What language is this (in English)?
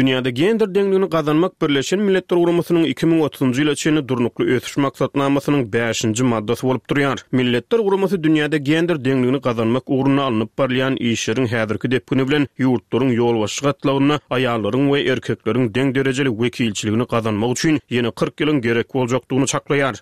Turkmen